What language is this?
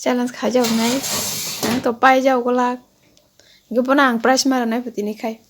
Kok Borok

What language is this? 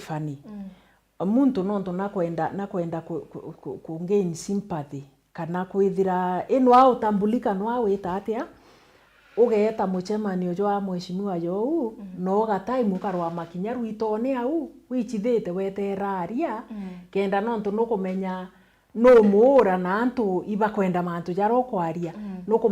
Meru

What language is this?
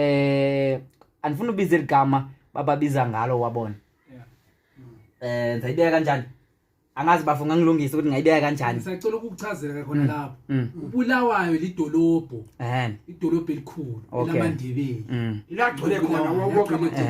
Zulu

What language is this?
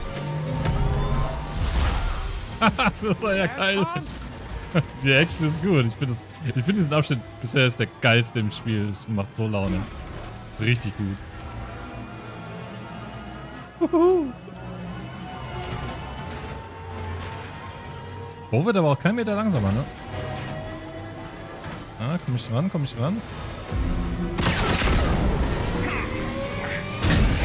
German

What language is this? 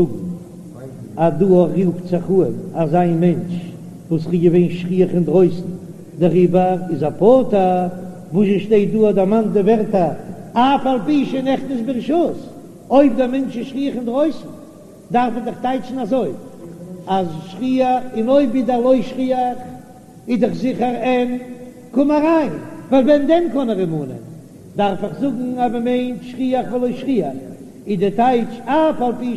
Yiddish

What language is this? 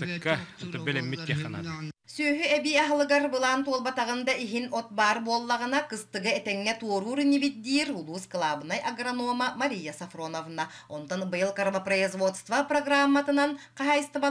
Yakut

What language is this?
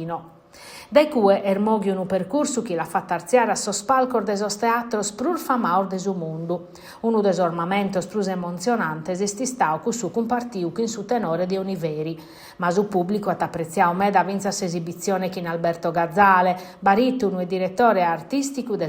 Sardinian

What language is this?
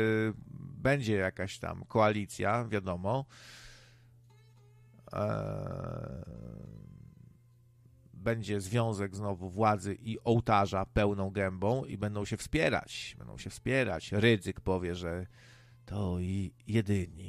Polish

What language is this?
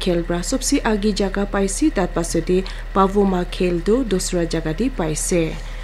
Naga Pidgin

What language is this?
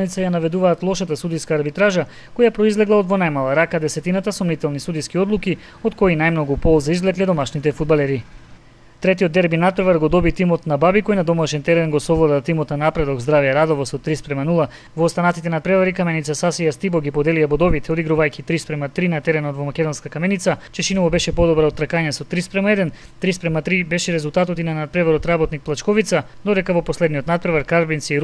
Macedonian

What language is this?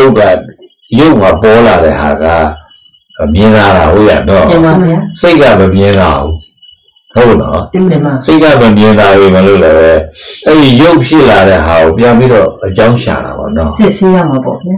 Burmese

